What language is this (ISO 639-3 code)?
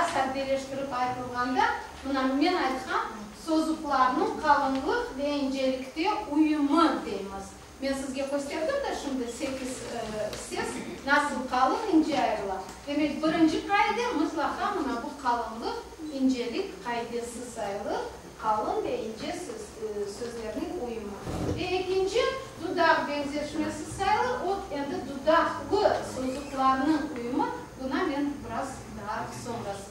crh